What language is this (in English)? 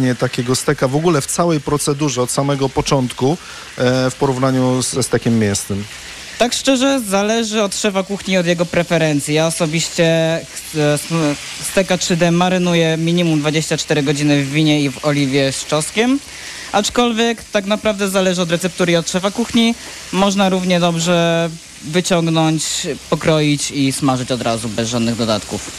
Polish